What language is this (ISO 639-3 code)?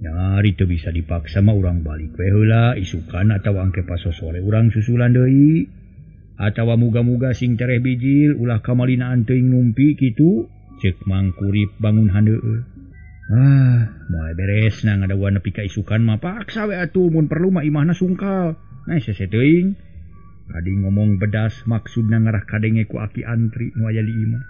sun